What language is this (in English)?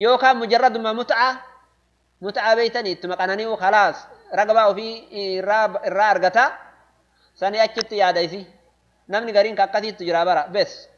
Oromo